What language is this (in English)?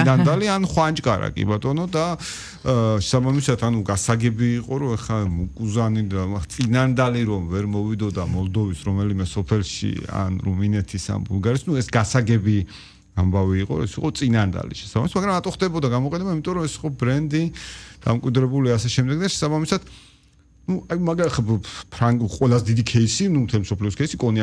Georgian